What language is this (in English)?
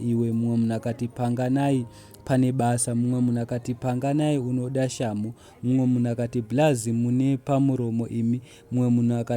Shona